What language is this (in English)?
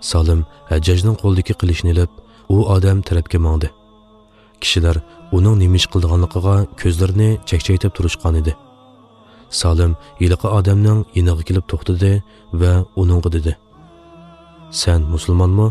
Uyghur